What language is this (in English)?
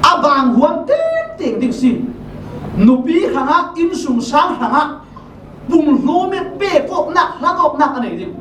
Falam Chin